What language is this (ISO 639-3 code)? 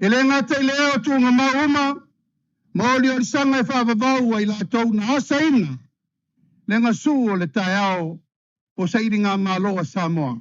smo